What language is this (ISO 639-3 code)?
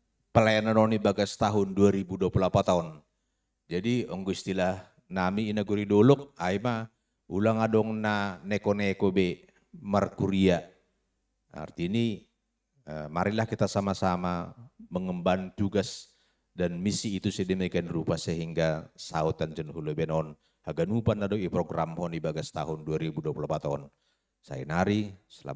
bts